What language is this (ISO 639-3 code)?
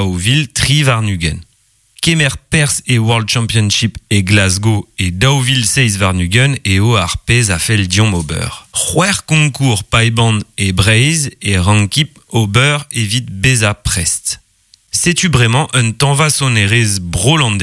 bre